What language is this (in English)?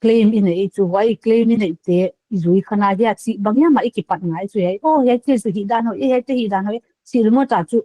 Paite Chin